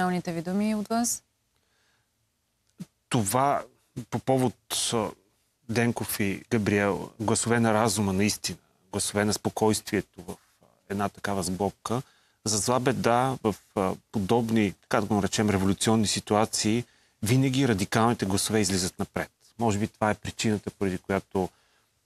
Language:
Bulgarian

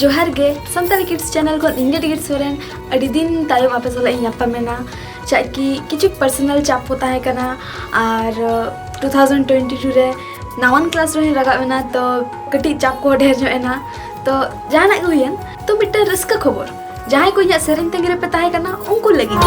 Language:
Santali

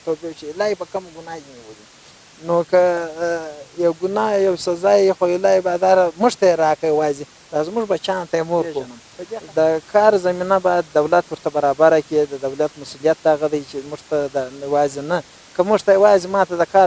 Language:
Pashto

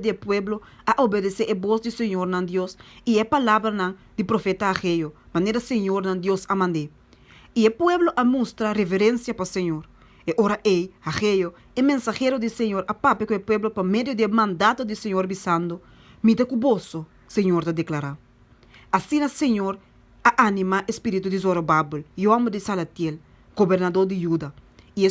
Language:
Papiamento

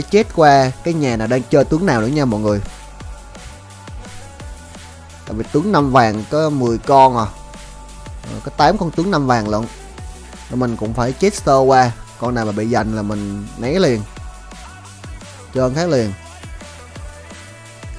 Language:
Vietnamese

